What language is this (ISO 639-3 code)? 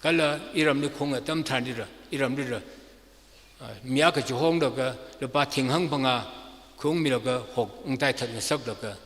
nmf